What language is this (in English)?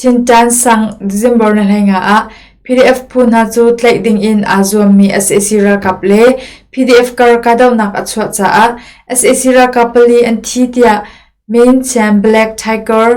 Hakha Chin